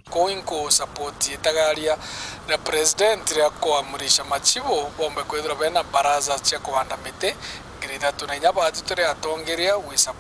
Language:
Meru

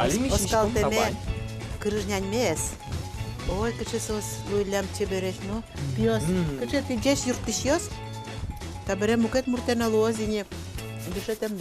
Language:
Udmurt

